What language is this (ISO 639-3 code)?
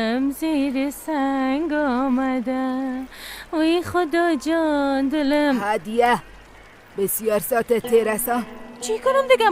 fas